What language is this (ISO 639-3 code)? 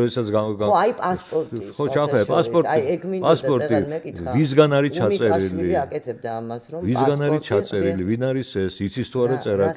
kat